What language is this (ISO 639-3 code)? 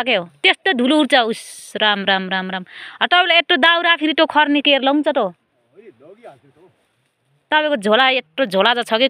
nep